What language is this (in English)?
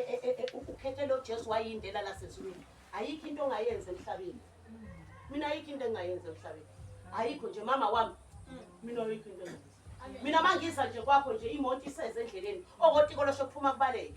Zulu